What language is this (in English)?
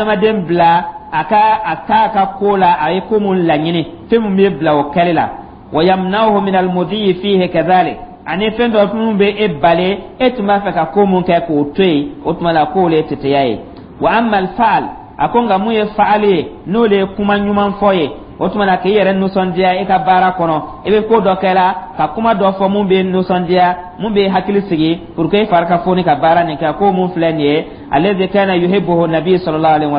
Dyula